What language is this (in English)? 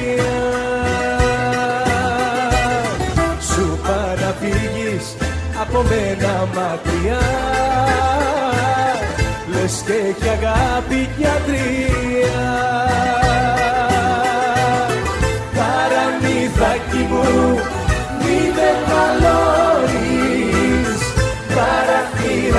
Greek